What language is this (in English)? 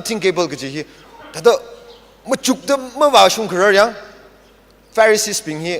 Tangkhul Naga (India)